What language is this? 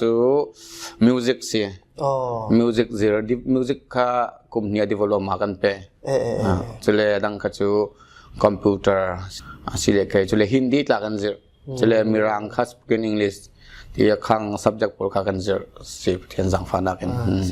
Falam Chin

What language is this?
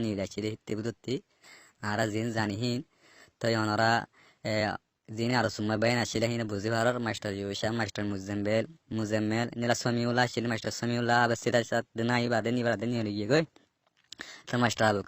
Rohingya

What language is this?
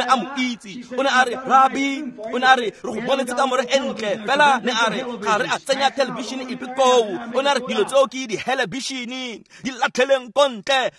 Tswana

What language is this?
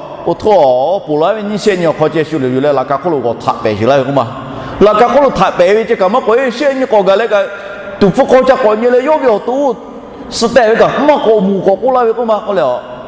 Lahu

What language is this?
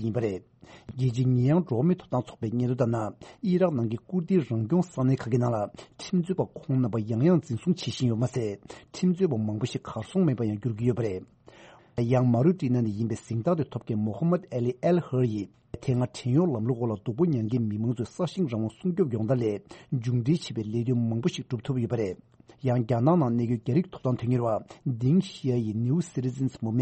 Tibetan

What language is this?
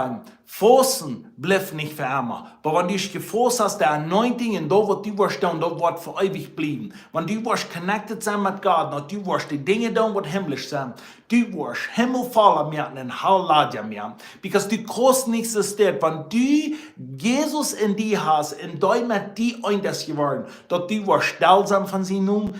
Plautdietsch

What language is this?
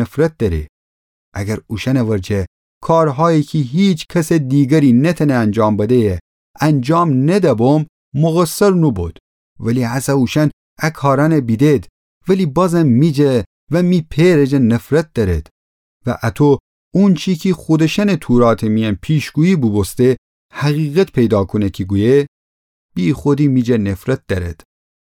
Gilaki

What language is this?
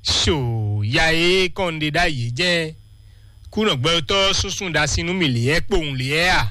Fon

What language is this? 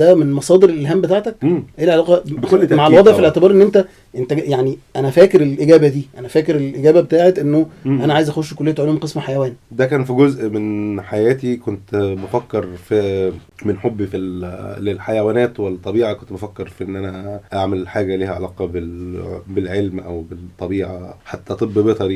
Egyptian Arabic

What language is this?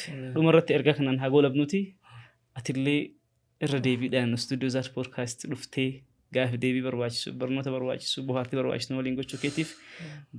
Oromo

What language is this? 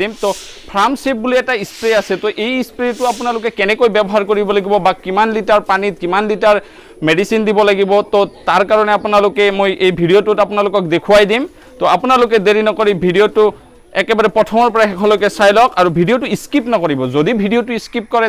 Assamese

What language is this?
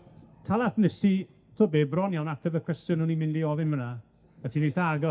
Welsh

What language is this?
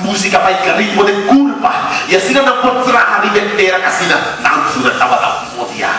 Papiamento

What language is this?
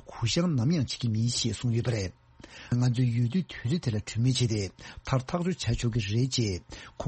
Tibetan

